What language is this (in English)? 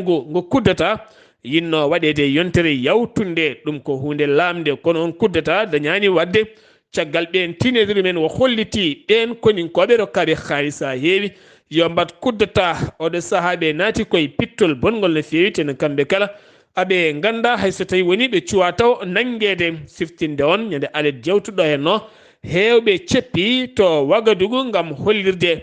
Fula